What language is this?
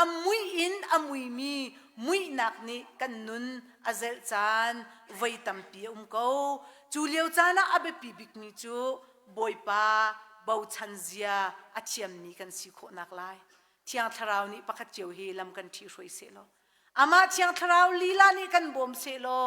Hakha Chin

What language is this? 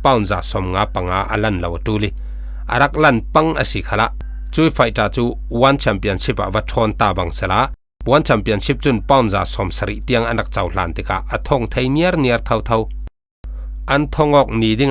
Falam Chin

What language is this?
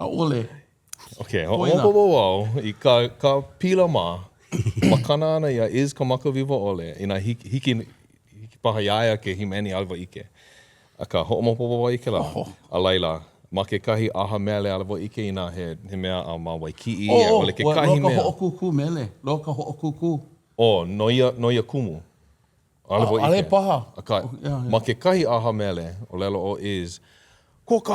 Hawaiian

